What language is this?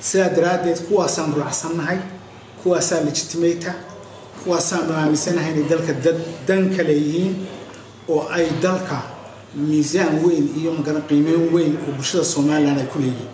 Somali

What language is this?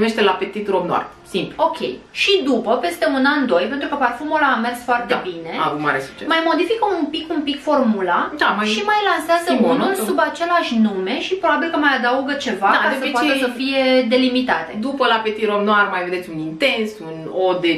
Romanian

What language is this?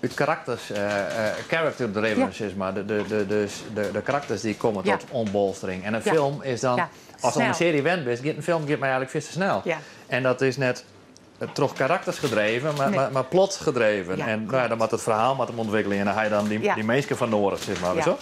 Western Frisian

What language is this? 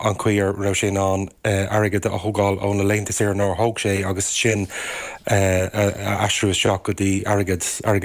Irish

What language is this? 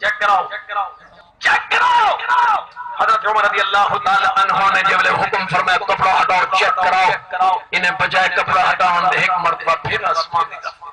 Saraiki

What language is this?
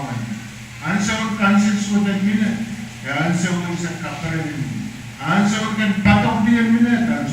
Pohnpeian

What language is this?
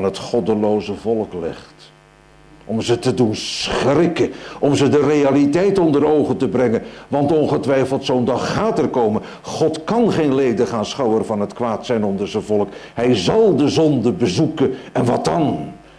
Dutch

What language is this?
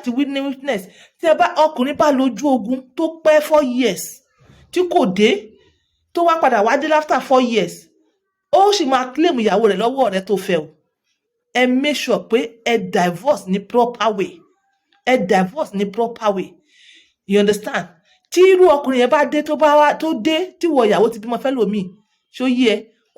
Yoruba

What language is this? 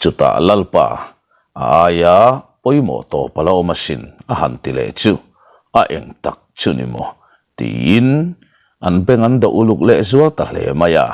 Mizo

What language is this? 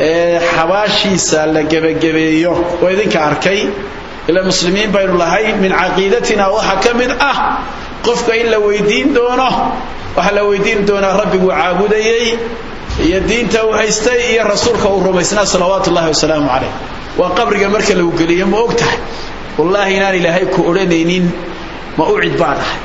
Somali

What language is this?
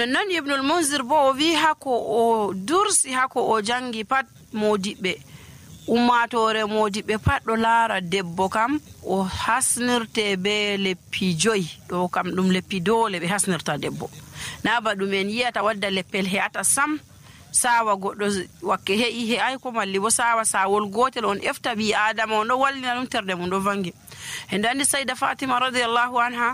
Nigerian Fulfulde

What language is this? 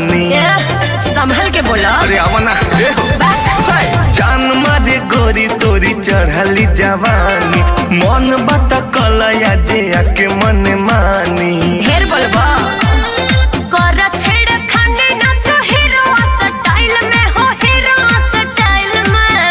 Bhojpuri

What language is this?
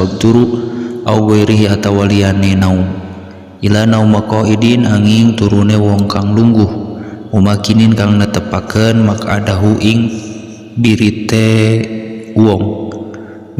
Sundanese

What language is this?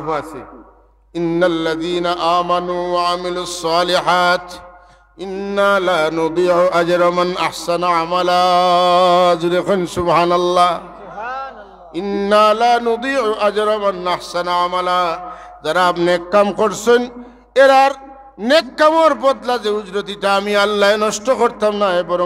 Sylheti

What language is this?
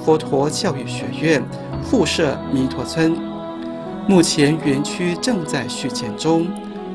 Chinese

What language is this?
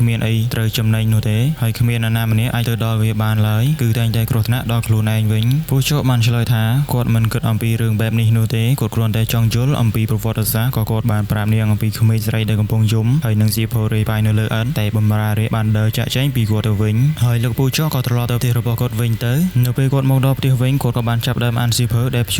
Khmer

